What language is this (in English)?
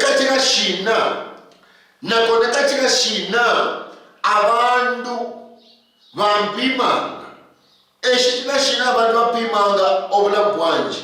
Luyia